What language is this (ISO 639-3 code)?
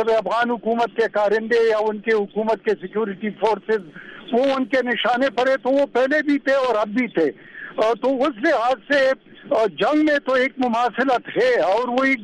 urd